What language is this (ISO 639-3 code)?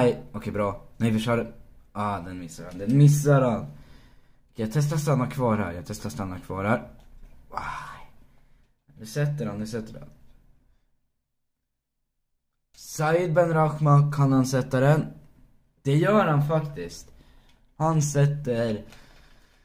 swe